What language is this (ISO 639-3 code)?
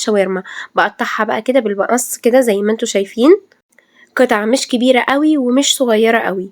arz